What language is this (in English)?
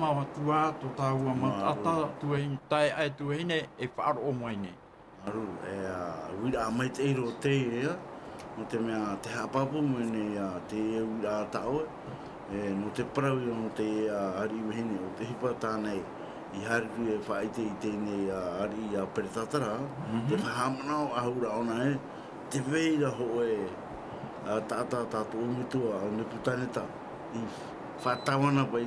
Tahitian